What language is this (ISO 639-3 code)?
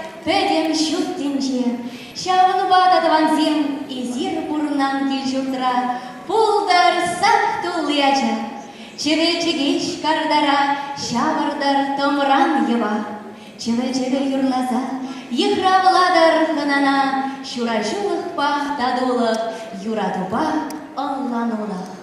chv